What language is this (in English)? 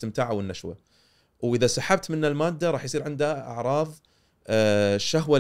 Gulf Arabic